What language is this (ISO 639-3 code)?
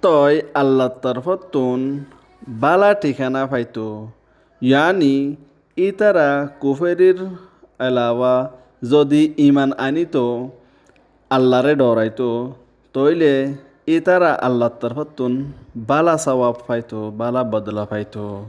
rhg